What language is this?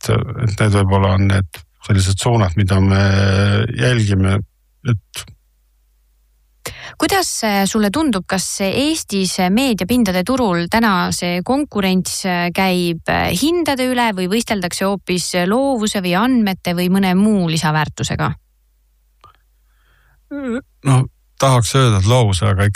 Estonian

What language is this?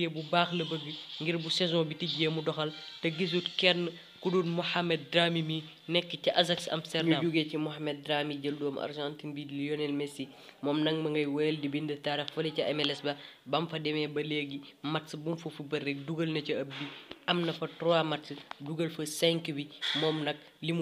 Wolof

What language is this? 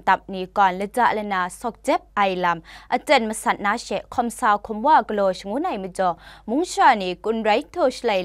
Kachin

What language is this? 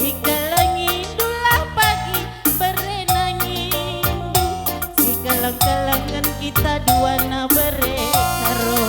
Batak Karo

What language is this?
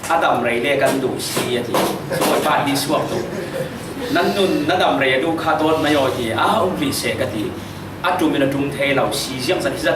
Falam Chin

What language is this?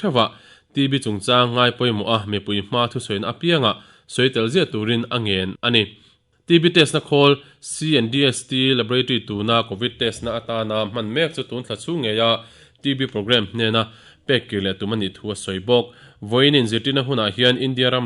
Mizo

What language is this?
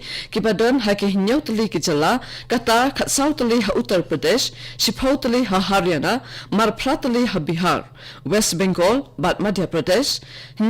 Khasi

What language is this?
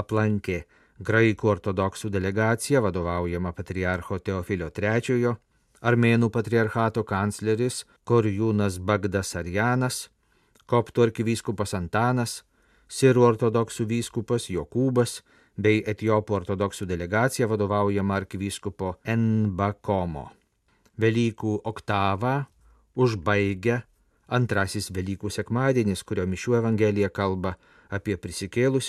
Lithuanian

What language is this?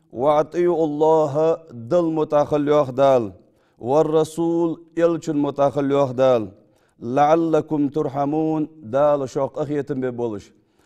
Ingush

